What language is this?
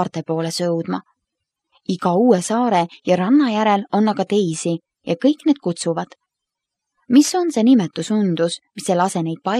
Estonian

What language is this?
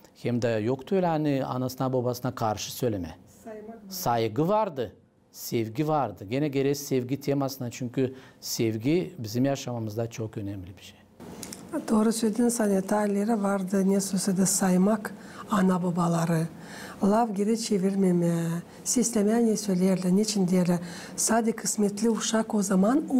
Gagauz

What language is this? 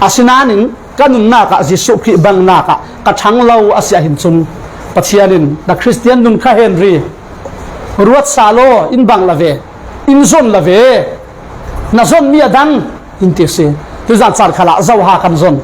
Falam Chin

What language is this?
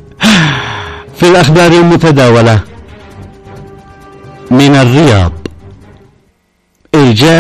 Arabic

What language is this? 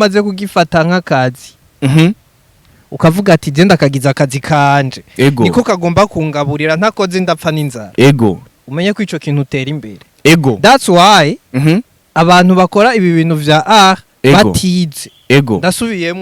Rundi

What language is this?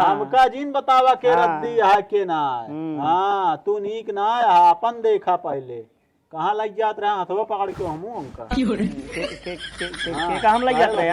Awadhi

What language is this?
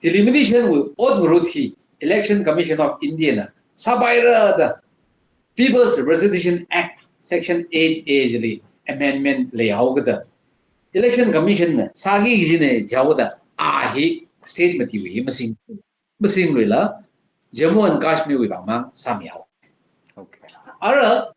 Tangkhul Naga (India)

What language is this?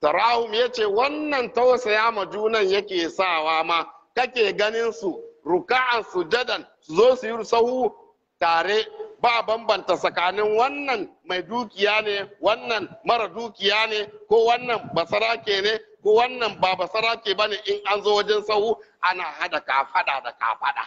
Hausa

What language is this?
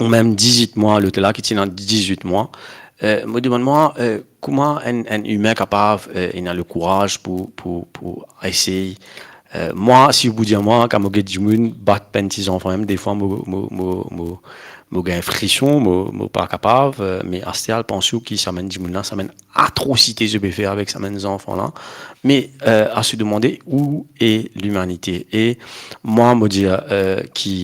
Morisyen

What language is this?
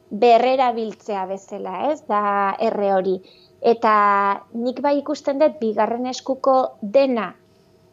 Basque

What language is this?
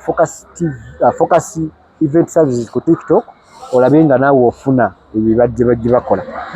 Ganda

